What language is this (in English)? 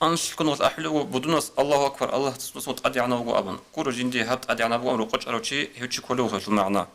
Avaric